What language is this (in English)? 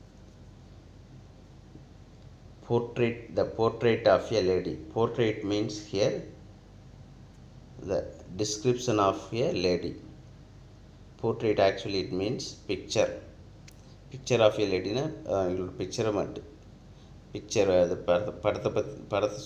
Tamil